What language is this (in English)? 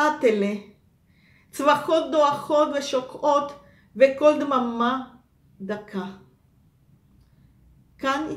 Hebrew